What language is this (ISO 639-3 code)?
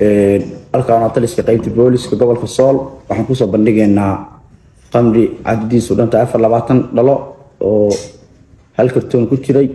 som